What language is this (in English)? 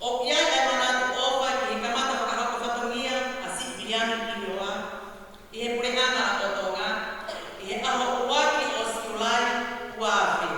Tongan